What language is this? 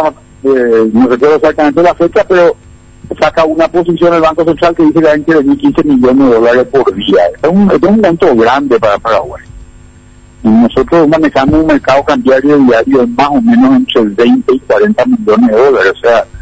Spanish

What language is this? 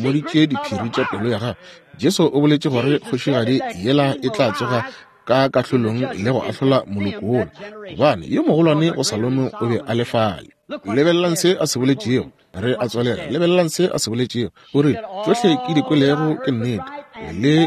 Northern Sotho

